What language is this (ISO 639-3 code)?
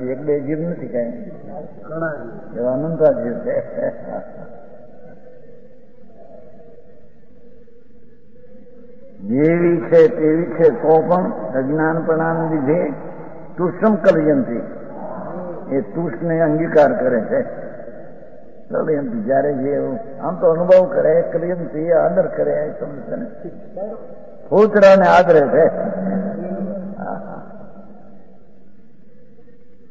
guj